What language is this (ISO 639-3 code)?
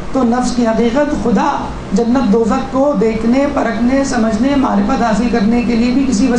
urd